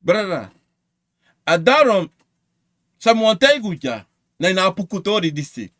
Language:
Sranan Tongo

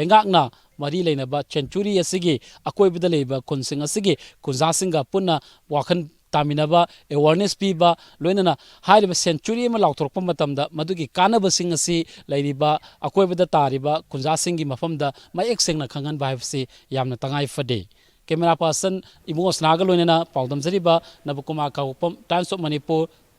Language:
Manipuri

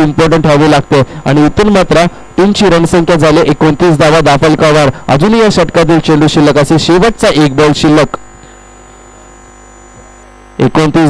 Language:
Marathi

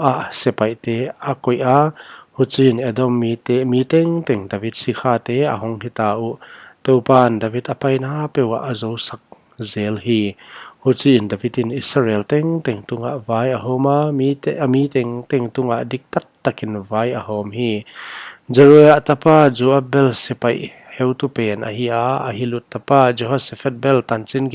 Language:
Paite Chin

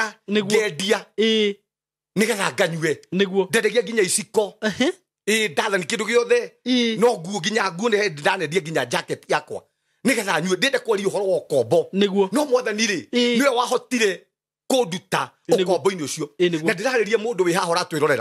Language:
Kikuyu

